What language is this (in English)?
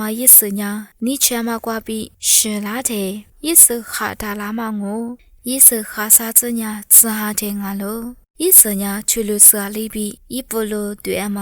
Lisu